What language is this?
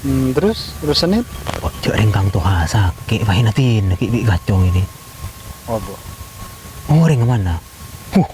Madurese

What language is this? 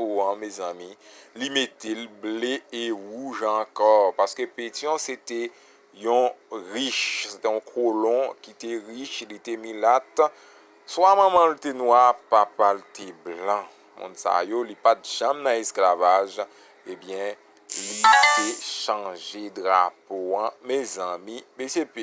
Haitian Creole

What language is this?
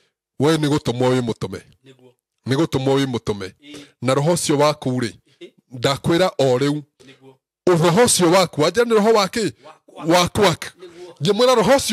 Kikuyu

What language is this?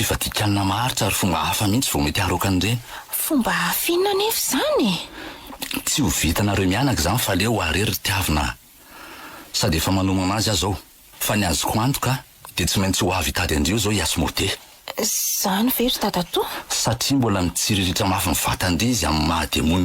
Malagasy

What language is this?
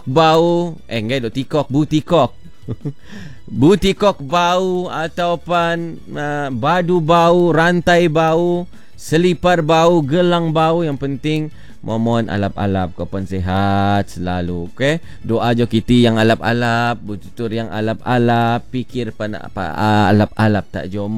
Malay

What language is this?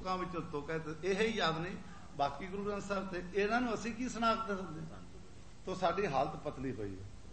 Punjabi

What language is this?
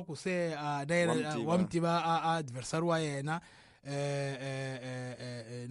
Tsonga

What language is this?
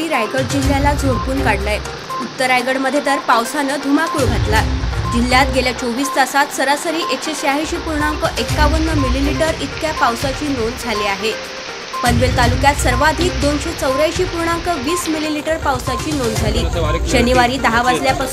Marathi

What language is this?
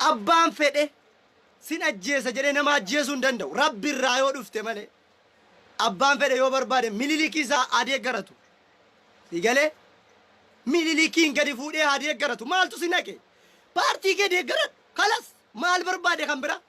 Oromo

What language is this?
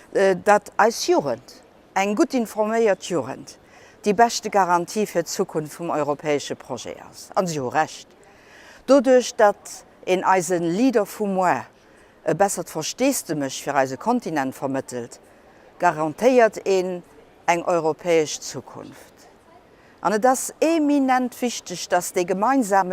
Luxembourgish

